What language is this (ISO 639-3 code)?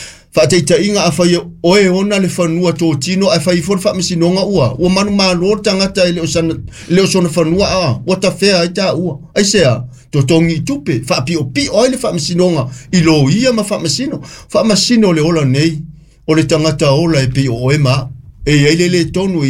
smo